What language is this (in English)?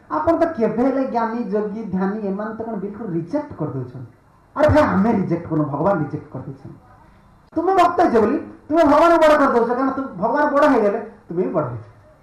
Odia